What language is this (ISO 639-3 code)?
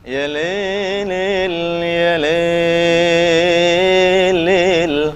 min